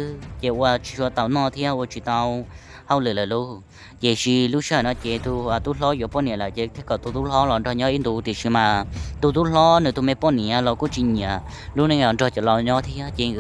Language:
Hmong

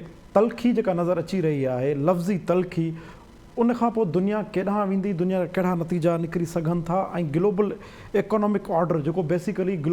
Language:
Sindhi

